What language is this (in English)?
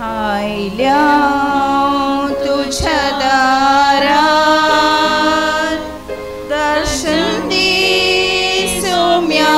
Konkani